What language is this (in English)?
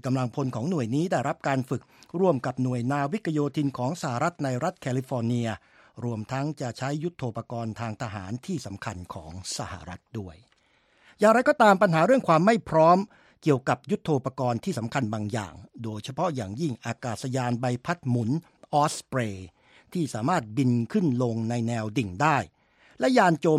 Thai